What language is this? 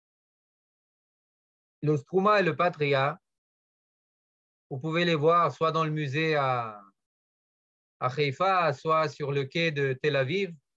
French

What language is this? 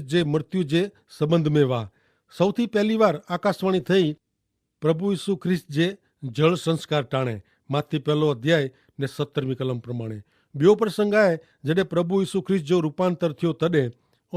Kachhi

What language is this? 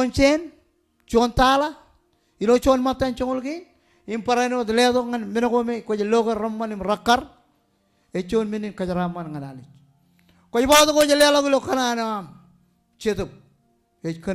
Marshallese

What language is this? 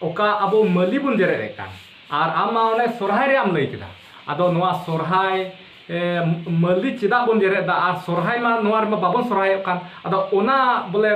Santali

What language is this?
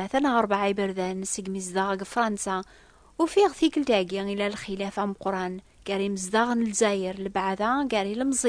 Kabyle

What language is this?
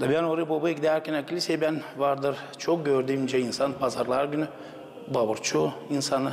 Gagauz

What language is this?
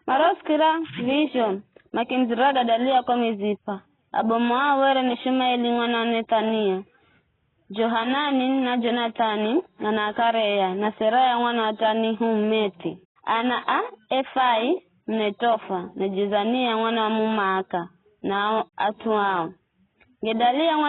Giryama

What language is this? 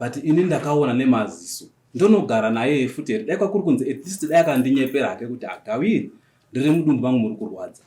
Shona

